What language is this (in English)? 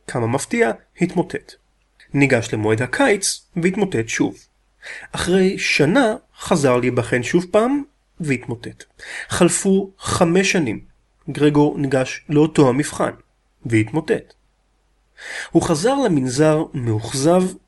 Hebrew